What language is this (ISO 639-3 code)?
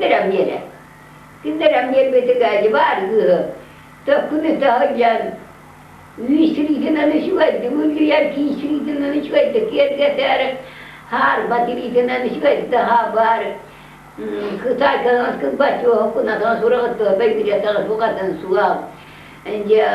sah